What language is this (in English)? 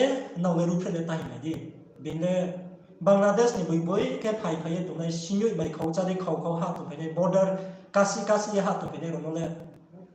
Riang (India)